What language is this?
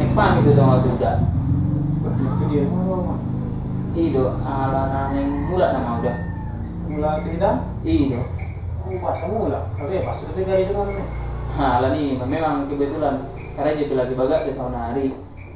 Batak Toba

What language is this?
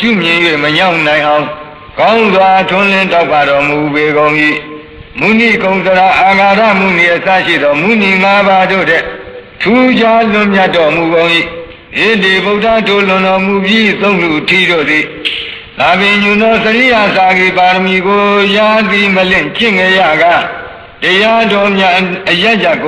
Burmese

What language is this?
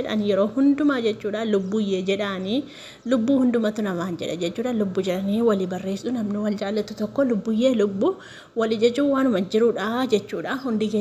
Oromo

